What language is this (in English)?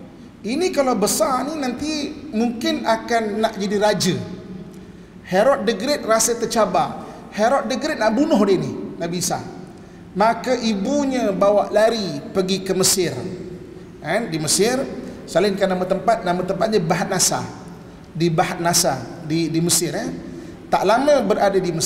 Malay